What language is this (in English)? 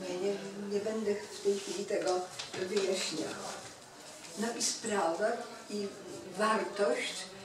Polish